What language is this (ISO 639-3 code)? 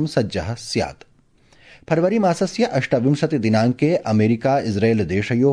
san